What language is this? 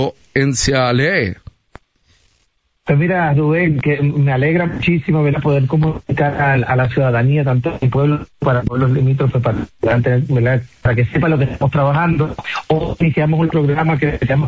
Spanish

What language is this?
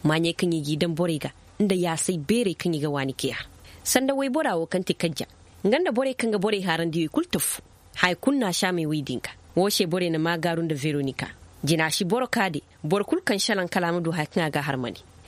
Koyraboro Senni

